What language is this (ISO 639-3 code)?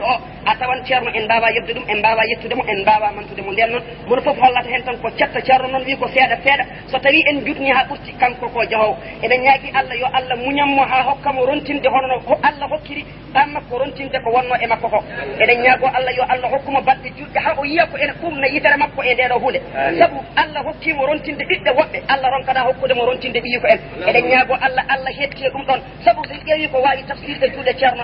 ful